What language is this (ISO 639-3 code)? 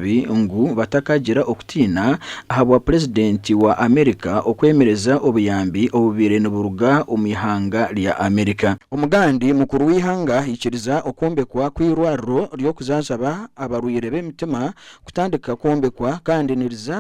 nyn